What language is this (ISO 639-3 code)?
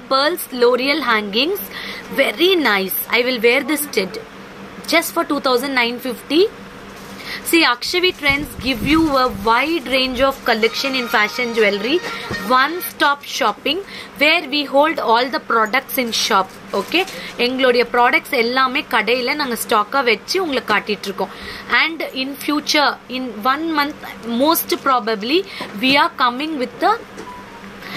tam